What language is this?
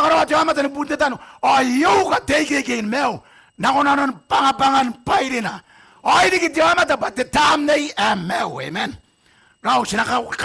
Gilbertese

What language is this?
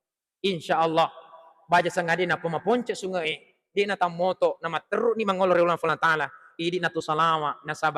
Buginese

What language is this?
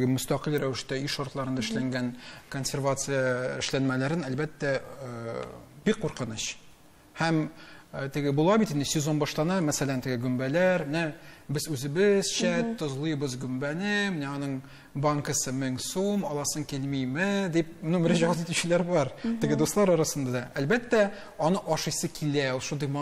Tatar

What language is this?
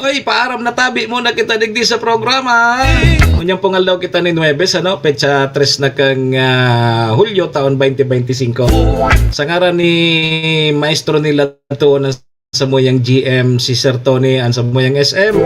Bikol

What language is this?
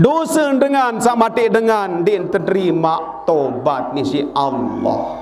Sasak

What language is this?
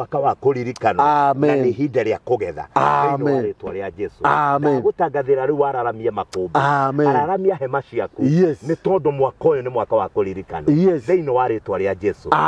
Kikuyu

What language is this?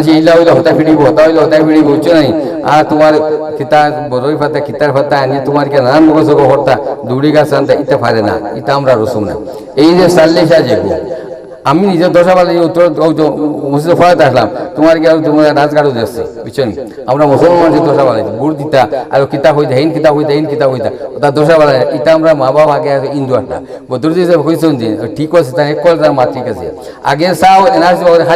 Sylheti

